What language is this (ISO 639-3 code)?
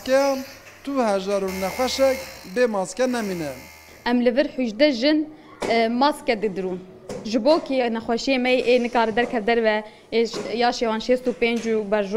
kur